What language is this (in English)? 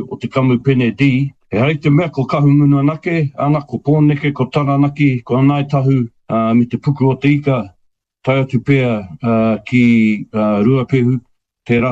Māori